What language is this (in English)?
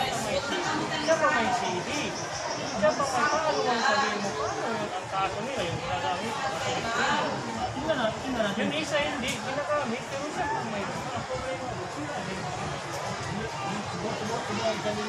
Filipino